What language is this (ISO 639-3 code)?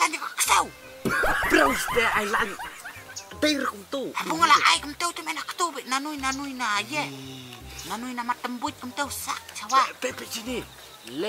kha